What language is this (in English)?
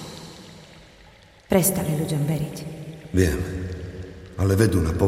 Slovak